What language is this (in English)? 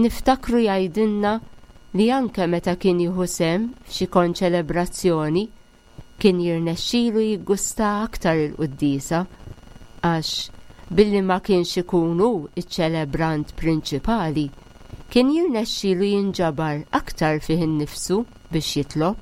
Maltese